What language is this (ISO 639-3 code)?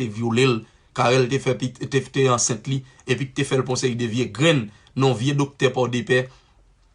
hat